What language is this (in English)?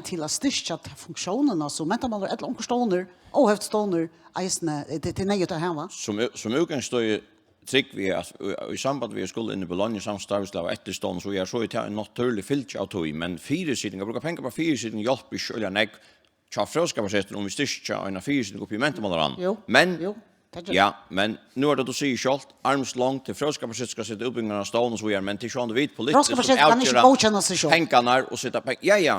Faroese